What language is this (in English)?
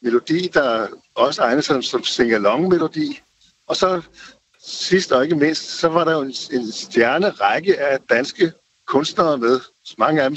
Danish